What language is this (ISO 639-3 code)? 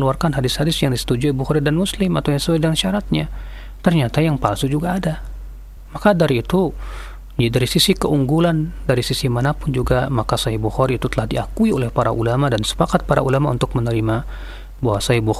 ind